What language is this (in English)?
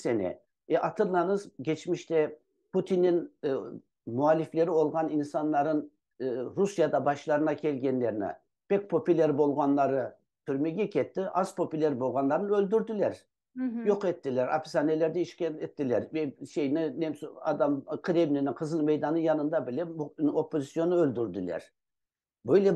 Crimean Tatar